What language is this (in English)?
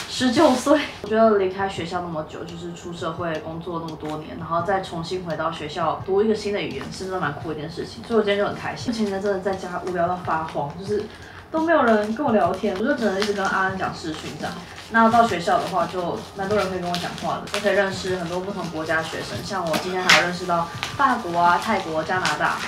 Chinese